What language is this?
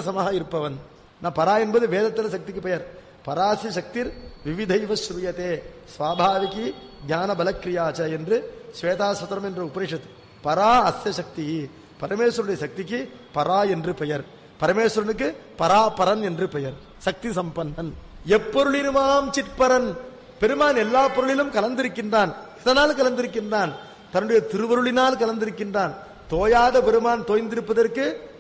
Tamil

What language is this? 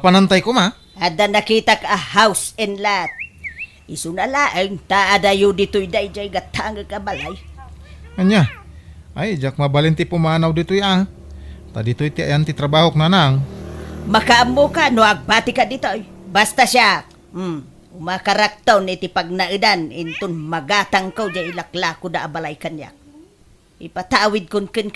Iloko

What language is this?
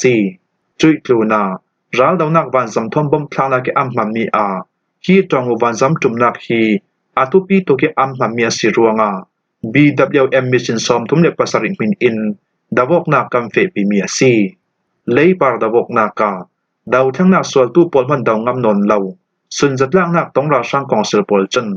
Falam Chin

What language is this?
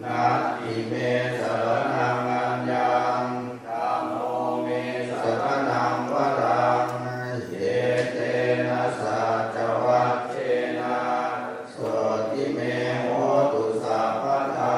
Pali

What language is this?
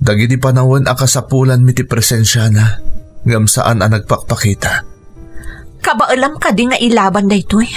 Iloko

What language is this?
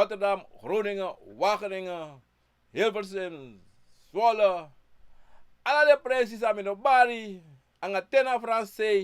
Sranan Tongo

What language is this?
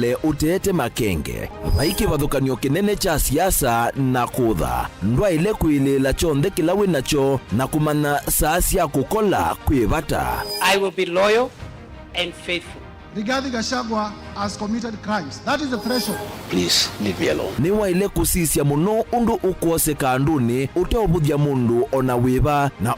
Kamba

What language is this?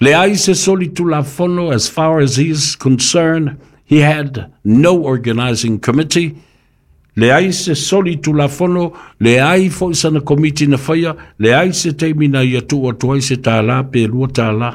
Samoan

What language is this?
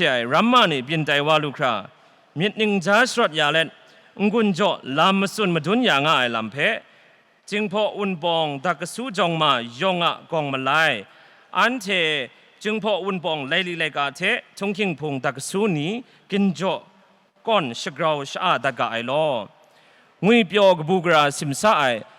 Kachin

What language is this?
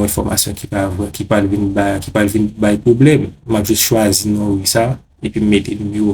Haitian Creole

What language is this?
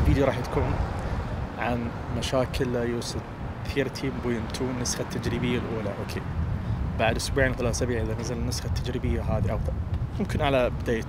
Najdi Arabic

